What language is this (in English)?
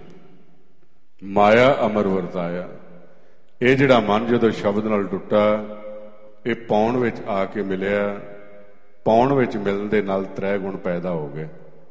Punjabi